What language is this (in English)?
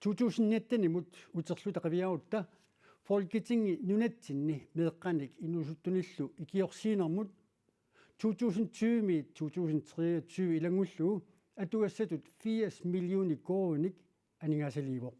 Kalaallisut